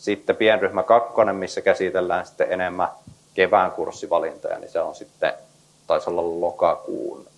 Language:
Finnish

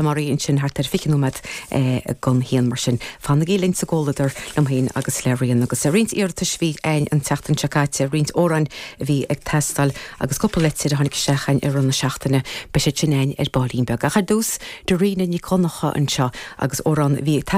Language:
Irish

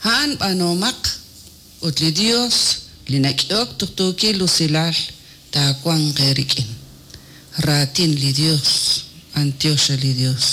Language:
Kekchí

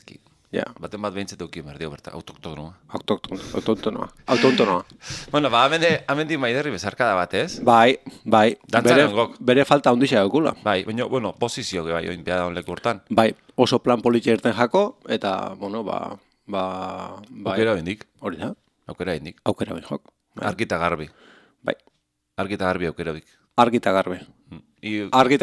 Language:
Basque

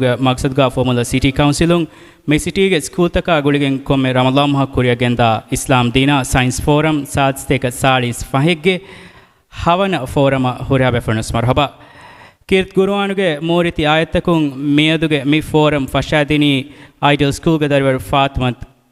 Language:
Divehi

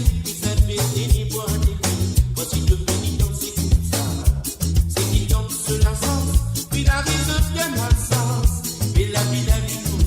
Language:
Morisyen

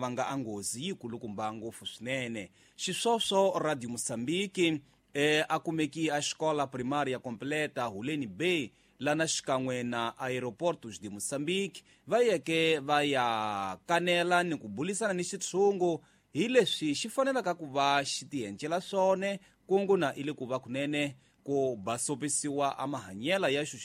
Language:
Tsonga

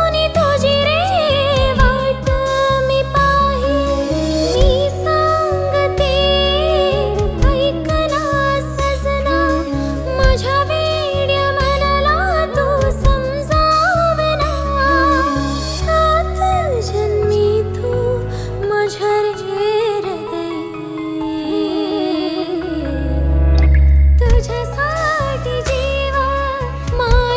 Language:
Marathi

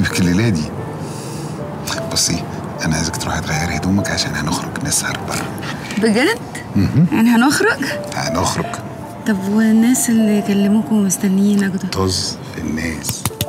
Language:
Egyptian Arabic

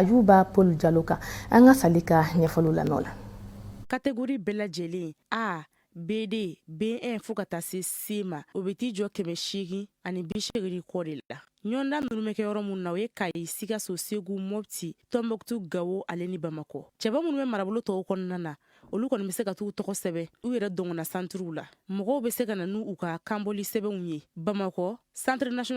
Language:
Bambara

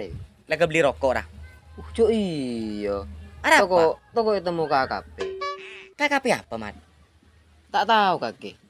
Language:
Madurese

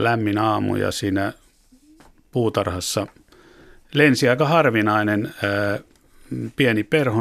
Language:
Finnish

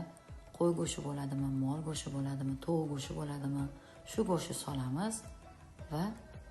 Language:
Uzbek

